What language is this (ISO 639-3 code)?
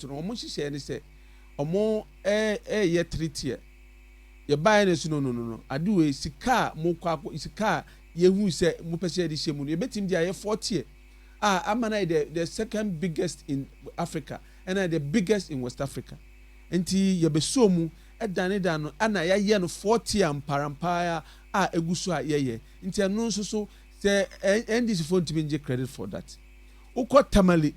aka